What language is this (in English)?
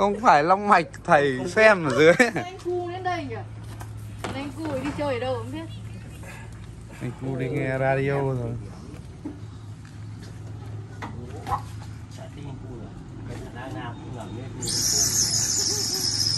Vietnamese